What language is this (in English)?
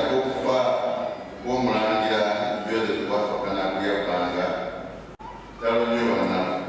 Ganda